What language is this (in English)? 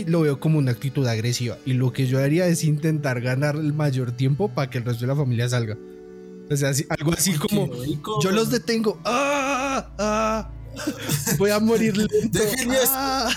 Spanish